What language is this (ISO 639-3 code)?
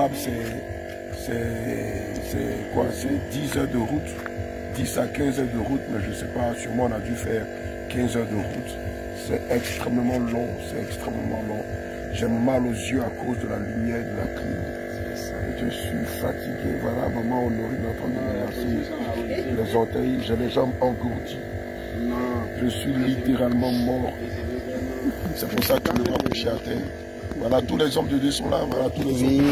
fra